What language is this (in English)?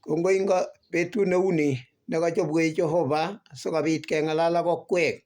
Kalenjin